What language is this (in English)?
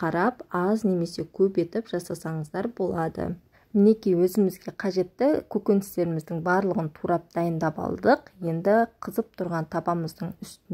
Kazakh